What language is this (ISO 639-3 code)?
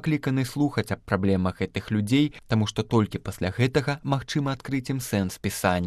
bel